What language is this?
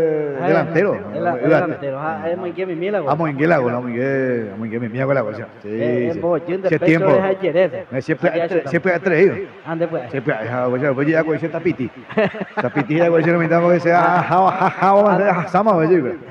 Guarani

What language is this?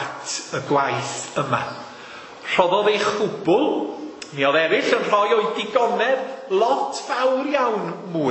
Welsh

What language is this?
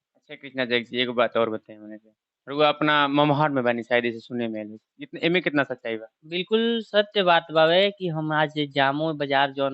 Bhojpuri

